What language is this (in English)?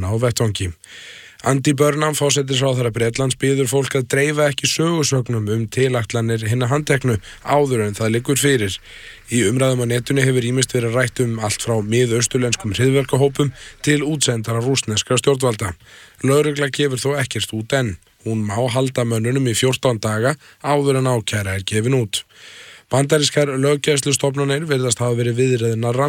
Icelandic